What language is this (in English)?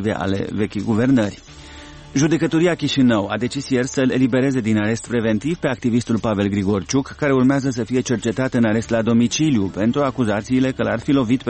Romanian